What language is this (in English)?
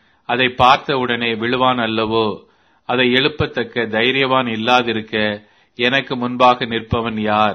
Tamil